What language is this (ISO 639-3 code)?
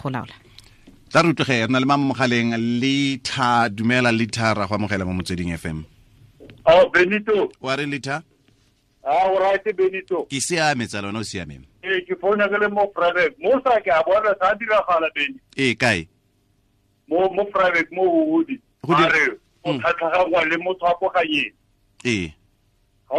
tsn